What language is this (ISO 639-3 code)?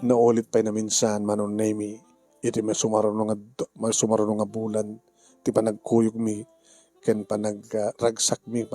ilo